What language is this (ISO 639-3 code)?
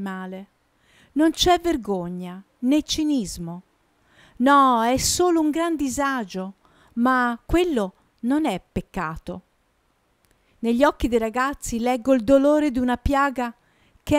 ita